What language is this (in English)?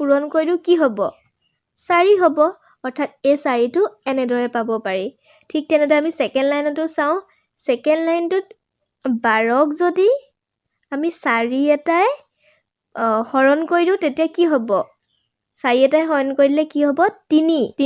Assamese